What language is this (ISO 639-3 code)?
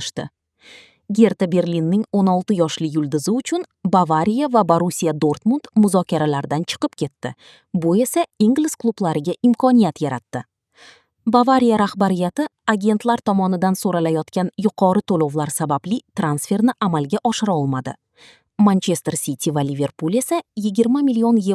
uzb